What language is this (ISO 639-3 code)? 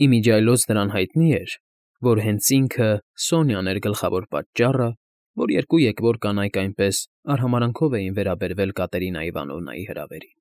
hye